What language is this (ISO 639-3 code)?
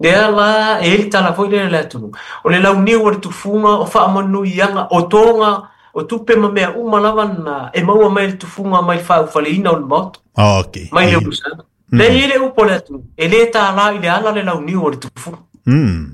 smo